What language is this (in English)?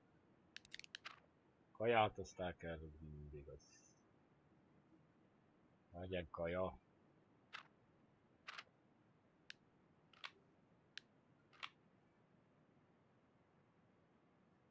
Hungarian